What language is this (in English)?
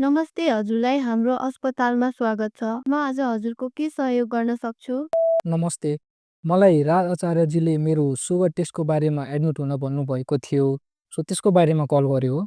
Nepali